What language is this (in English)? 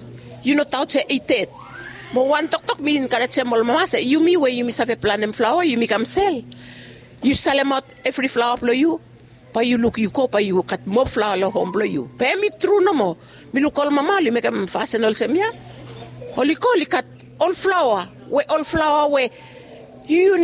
Bislama